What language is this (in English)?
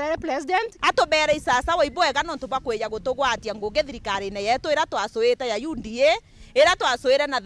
Meru